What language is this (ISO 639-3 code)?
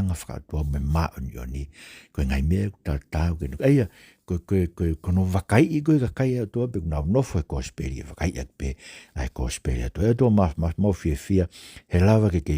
ton